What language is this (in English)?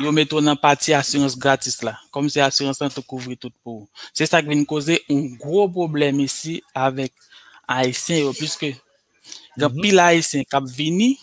Haitian Creole